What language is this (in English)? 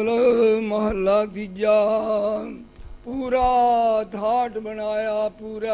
Punjabi